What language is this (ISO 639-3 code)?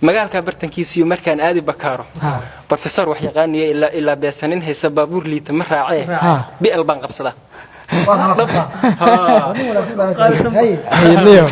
som